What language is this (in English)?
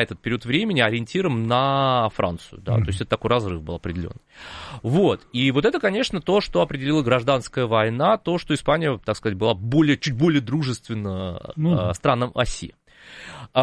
Russian